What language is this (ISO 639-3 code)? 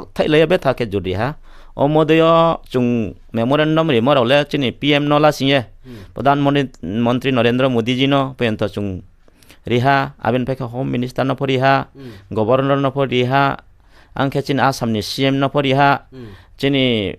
ria